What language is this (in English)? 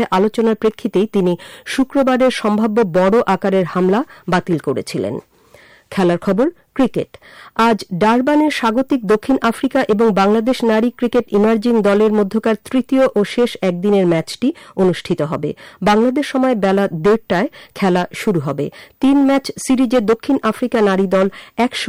Bangla